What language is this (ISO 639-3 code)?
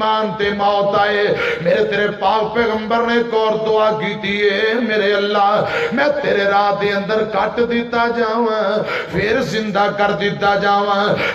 lah